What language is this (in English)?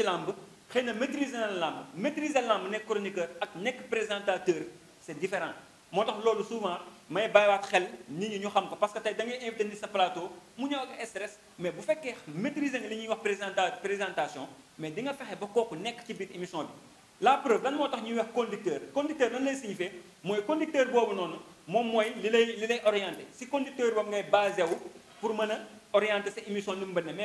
Wolof